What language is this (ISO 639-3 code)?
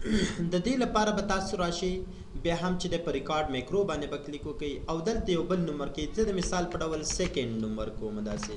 pus